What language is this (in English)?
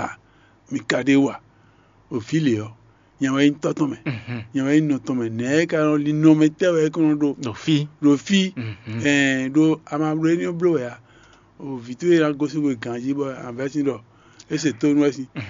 Fon